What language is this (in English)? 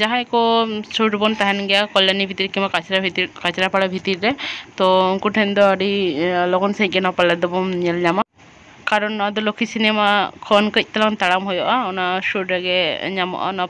Santali